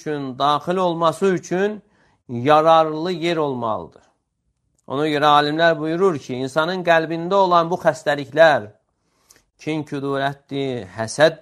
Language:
Azerbaijani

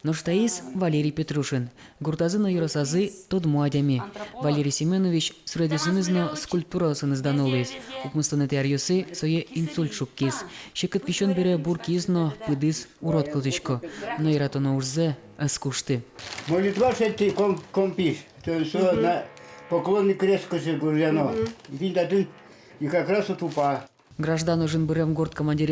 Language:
Udmurt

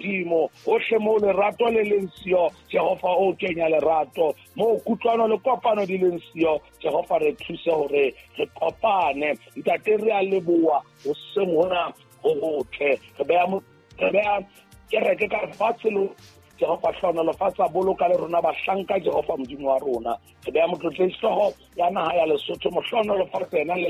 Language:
Southern Sotho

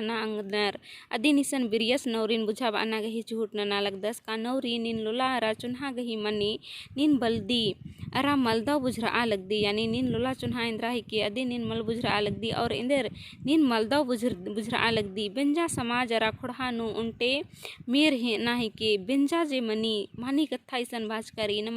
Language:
Kurukh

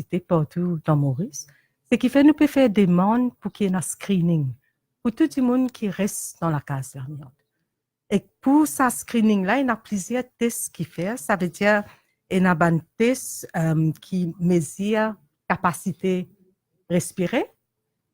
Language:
Morisyen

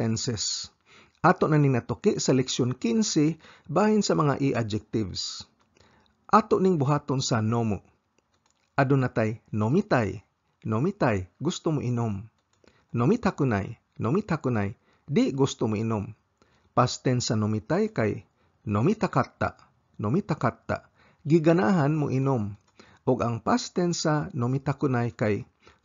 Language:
Cebuano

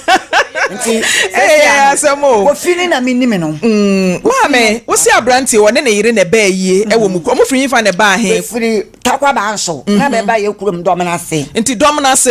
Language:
Akan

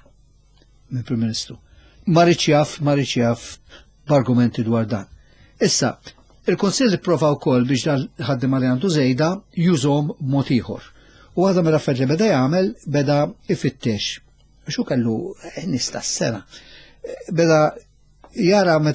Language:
Maltese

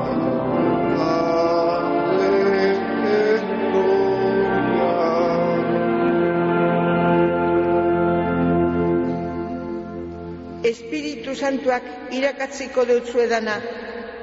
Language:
Basque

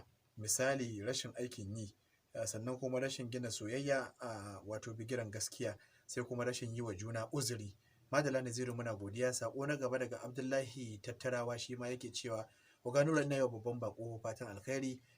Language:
Hausa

